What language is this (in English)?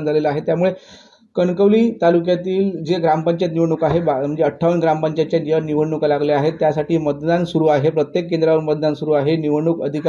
Marathi